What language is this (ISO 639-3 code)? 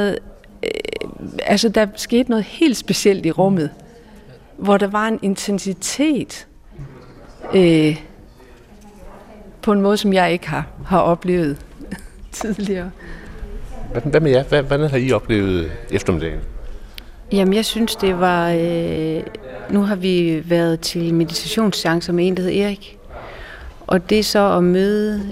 dan